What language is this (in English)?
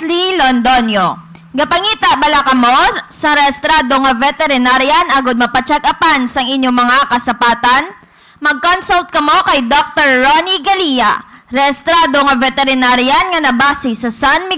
Hiligaynon